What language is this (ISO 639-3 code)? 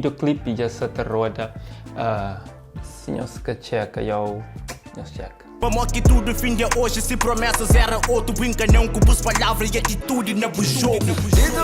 kea